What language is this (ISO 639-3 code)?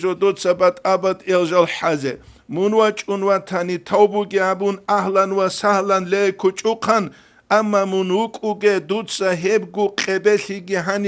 ava